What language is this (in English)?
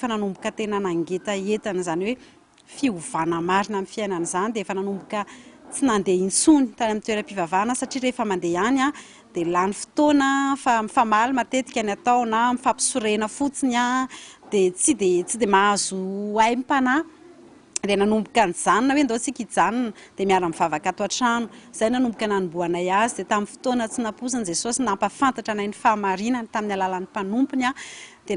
Malagasy